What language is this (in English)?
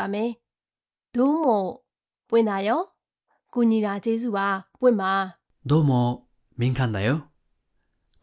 Burmese